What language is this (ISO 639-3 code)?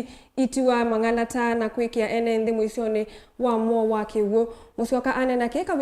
kam